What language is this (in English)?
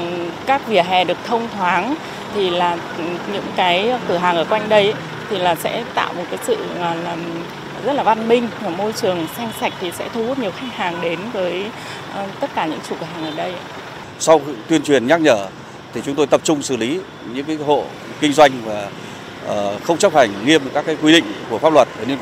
Vietnamese